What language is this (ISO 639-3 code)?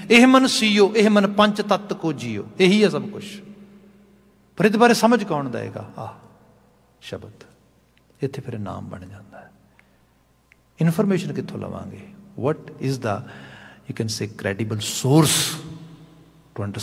pan